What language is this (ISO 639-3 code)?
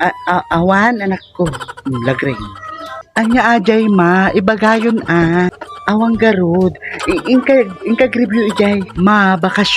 ilo